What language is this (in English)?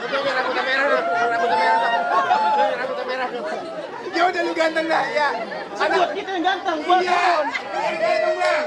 Betawi